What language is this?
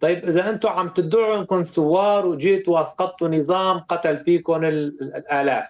North Levantine Arabic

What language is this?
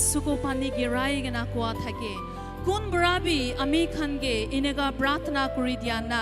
Naga Pidgin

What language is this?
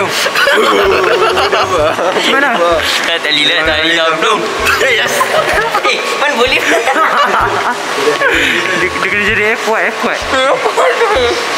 Malay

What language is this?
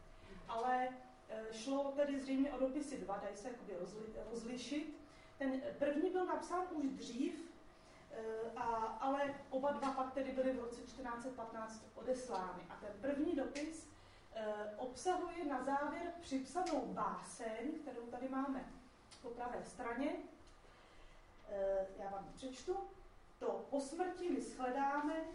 Czech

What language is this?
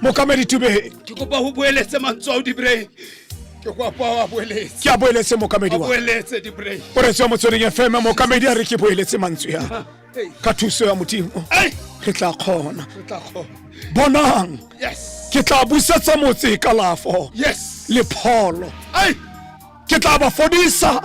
Tswana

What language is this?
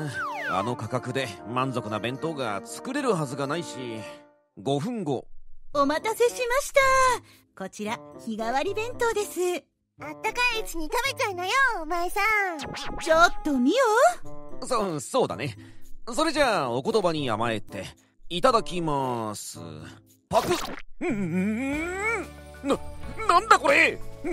Japanese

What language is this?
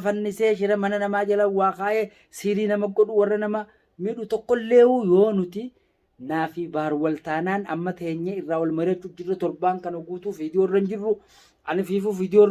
Oromo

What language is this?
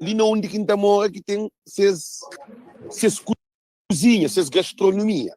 Kabuverdianu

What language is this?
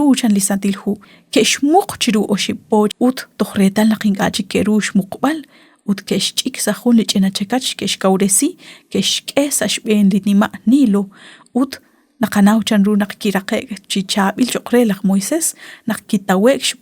Kekchí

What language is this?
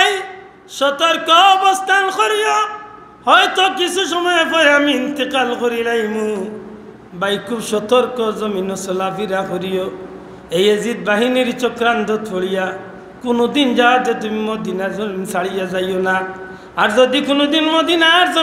Sylheti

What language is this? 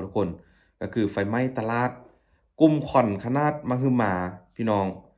Lao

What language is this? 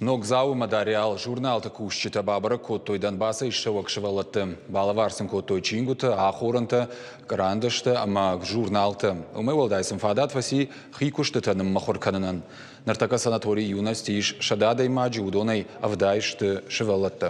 Ossetic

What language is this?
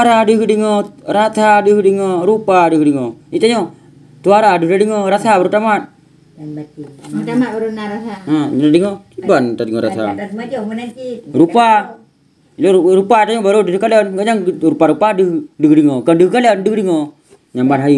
Achinese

